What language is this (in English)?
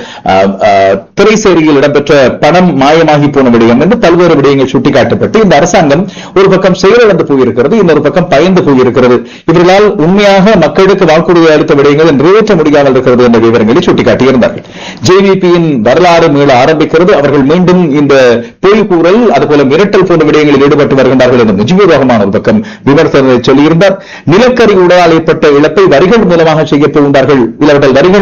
Tamil